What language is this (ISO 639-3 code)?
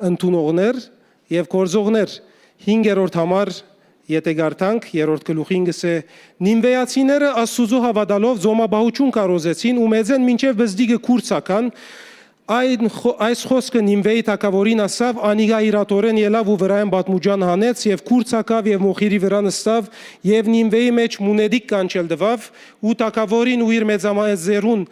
hyw